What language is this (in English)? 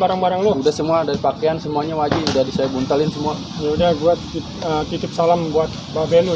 Betawi